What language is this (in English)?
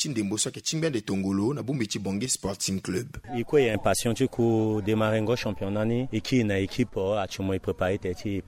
Sango